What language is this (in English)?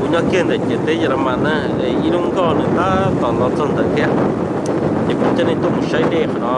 Hmong